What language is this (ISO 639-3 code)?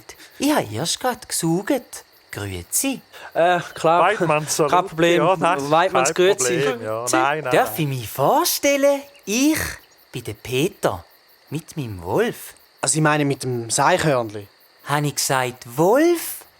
gsw